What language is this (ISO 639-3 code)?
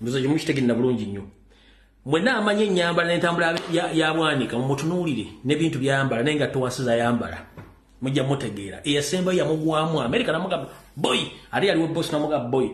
lug